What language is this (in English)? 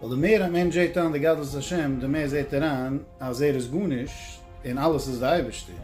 Yiddish